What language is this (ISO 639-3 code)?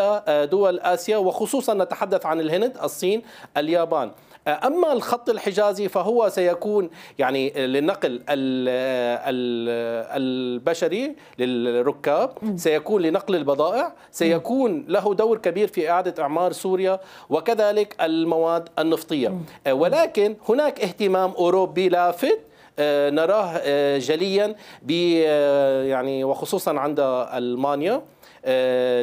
ara